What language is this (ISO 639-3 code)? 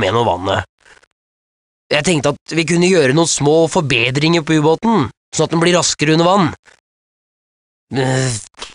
nor